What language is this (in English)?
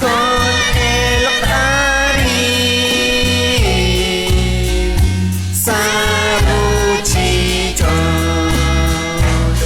Kekchí